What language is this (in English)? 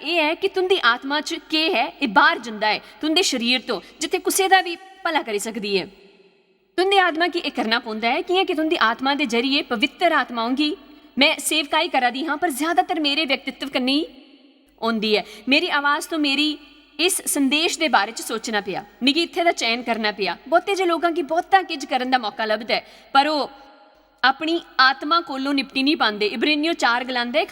Dogri